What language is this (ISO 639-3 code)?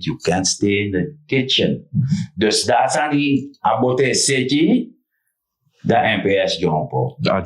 srn